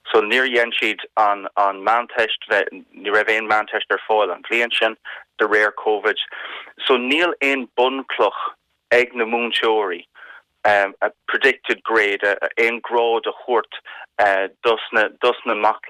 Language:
Irish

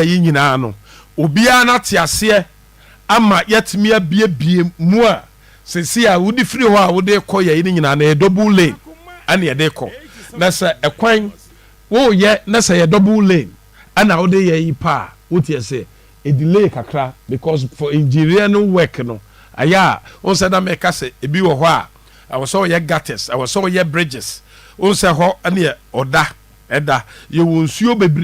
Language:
Akan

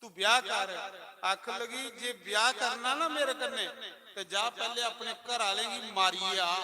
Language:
Dogri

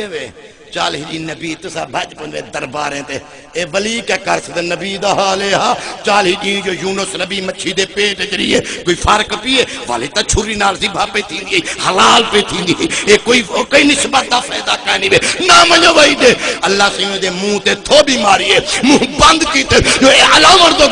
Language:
Saraiki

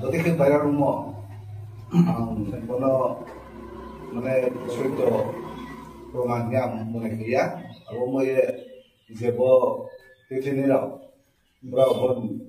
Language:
Kok Borok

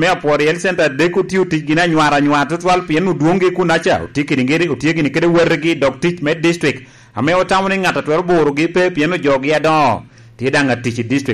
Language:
Lango (Uganda)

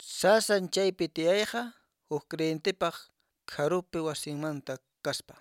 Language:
Quechua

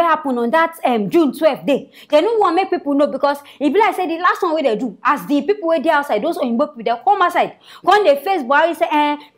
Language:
Nigerian Pidgin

